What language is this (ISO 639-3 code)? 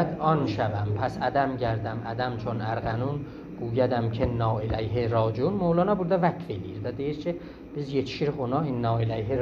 azb